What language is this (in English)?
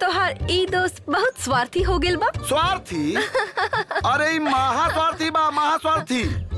Bhojpuri